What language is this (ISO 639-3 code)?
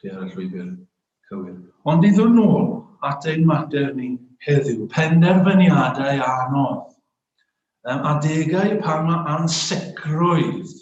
cym